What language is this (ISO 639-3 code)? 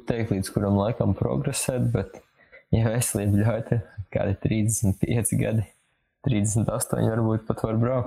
lav